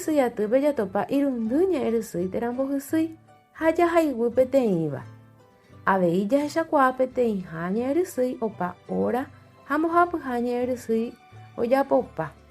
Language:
Guarani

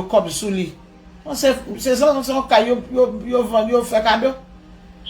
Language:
Haitian Creole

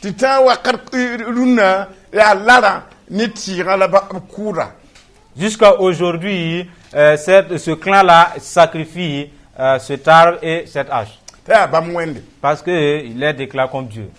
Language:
Mossi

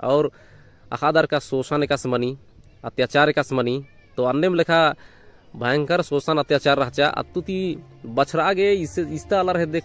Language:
Kurukh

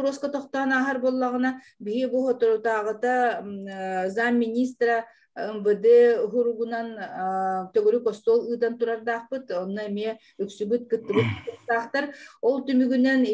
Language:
Yakut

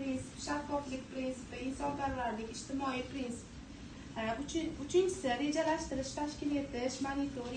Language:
Uzbek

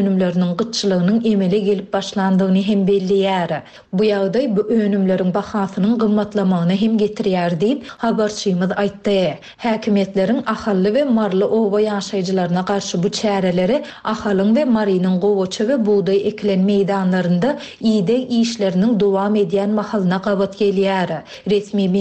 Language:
Turkmen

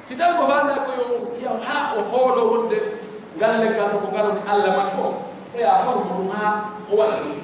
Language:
Pular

